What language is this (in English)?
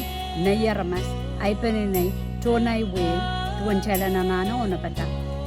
Pohnpeian